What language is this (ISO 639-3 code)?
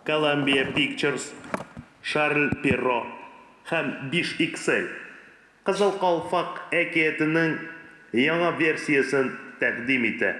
tat